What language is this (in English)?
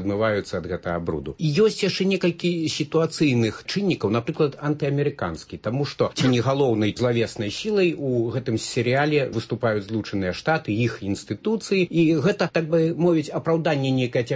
Belarusian